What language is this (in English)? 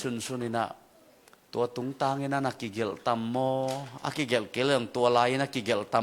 Tedim Chin